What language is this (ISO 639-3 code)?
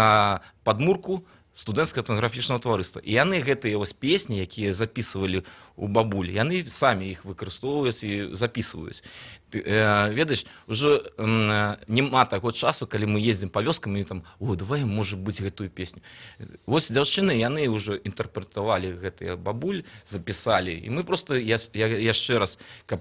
bel